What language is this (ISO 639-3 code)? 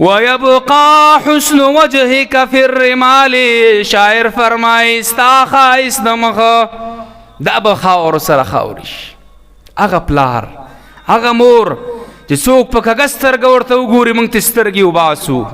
pus